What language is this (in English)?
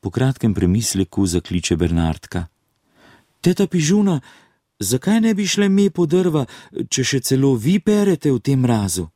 Slovenian